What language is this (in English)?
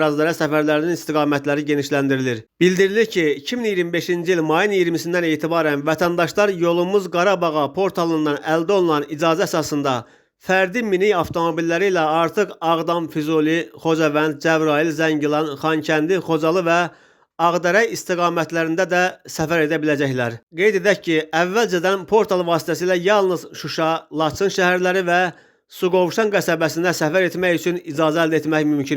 Azerbaijani